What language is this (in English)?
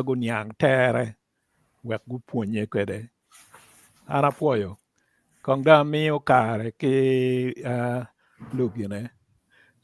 Acoli